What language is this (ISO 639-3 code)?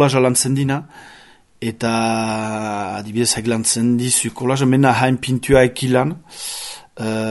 eus